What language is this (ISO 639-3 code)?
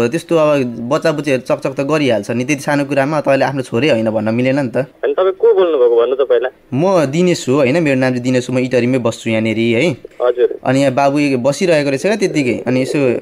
nep